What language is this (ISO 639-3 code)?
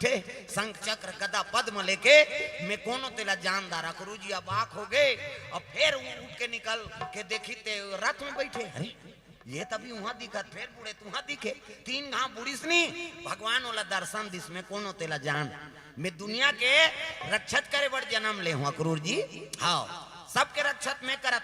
hne